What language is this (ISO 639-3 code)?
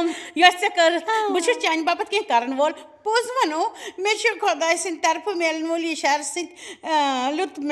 kas